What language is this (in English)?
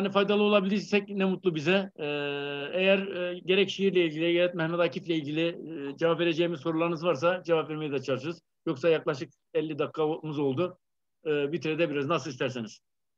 Turkish